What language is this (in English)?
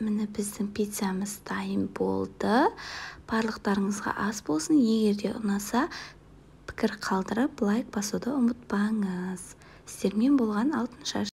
Kazakh